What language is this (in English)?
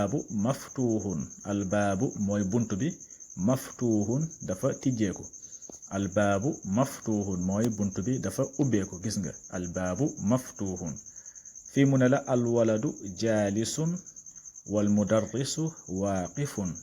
Wolof